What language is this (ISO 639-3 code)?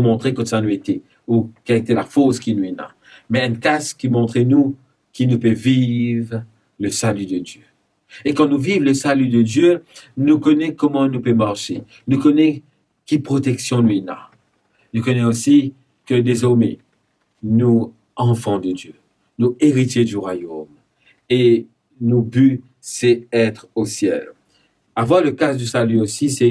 mfe